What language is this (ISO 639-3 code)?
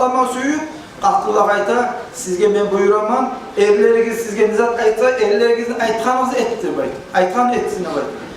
kum